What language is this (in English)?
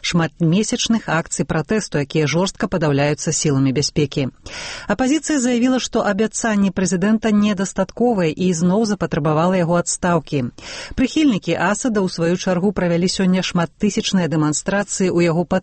Belarusian